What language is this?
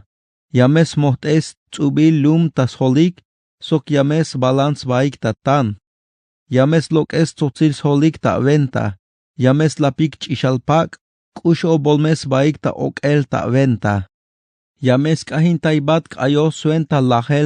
Tzeltal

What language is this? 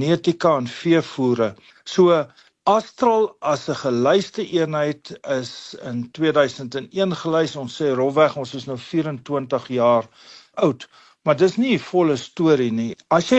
Afrikaans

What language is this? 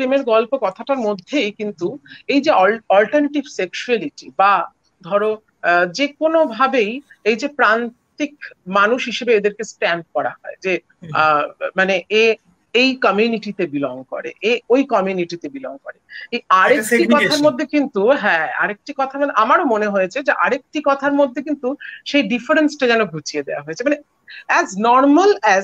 Bangla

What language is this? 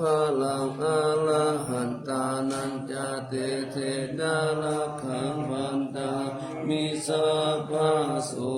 Pali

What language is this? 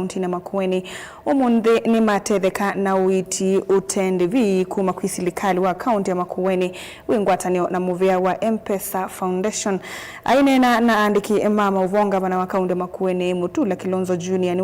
Kamba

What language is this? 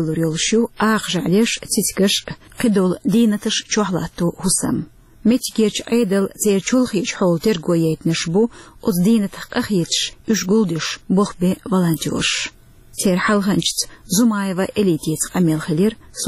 Chechen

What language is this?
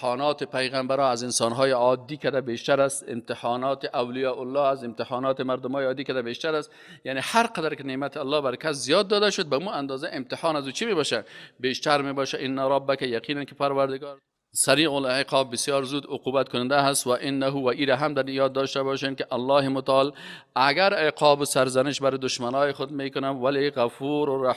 Persian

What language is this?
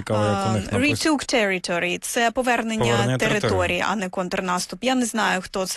Ukrainian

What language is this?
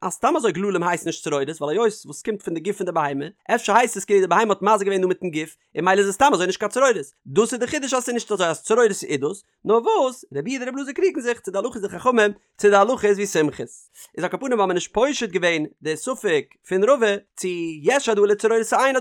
Yiddish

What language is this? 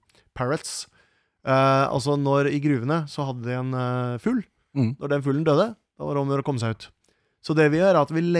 Norwegian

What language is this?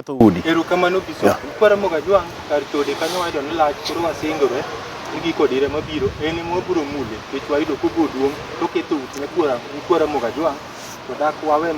Luo (Kenya and Tanzania)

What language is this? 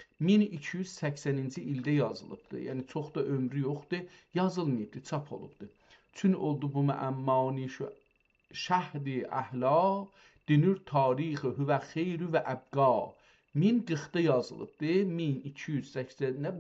South Azerbaijani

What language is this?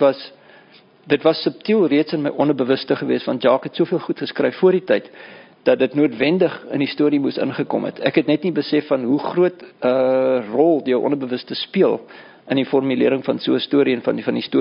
Afrikaans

